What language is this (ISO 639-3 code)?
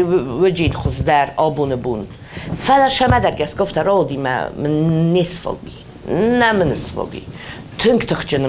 oss